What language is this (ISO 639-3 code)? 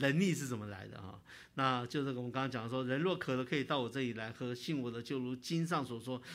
zho